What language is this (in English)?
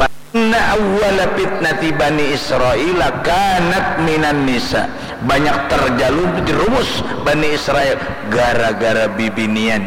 Banjar